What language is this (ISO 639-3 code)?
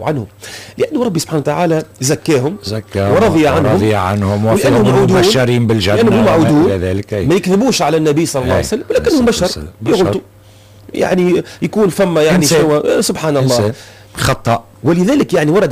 aeb